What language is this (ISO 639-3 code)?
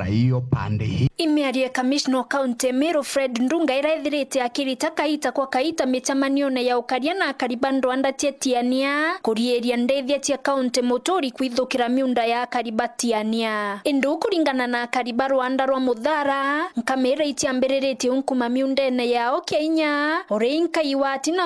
mer